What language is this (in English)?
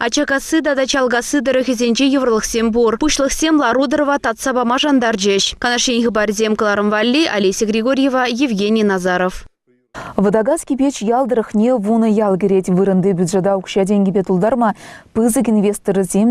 Chuvash